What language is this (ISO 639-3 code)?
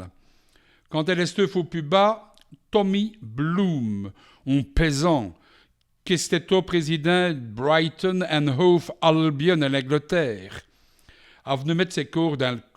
wln